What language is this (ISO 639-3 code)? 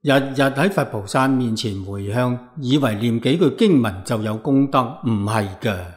yue